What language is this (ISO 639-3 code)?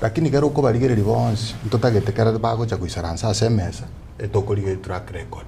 guz